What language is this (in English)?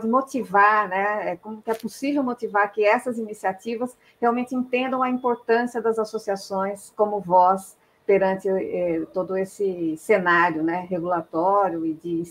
Portuguese